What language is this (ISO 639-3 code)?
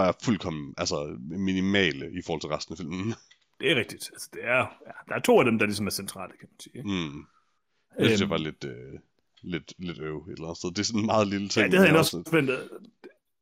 dan